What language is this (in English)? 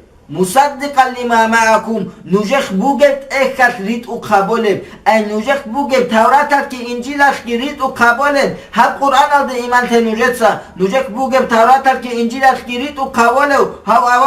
Avaric